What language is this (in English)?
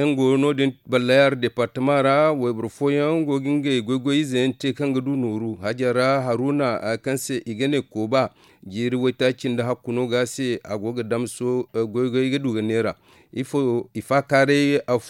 Zarma